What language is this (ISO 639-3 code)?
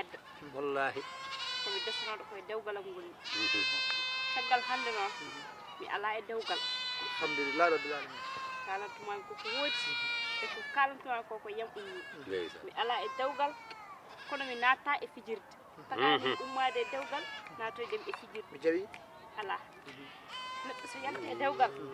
ful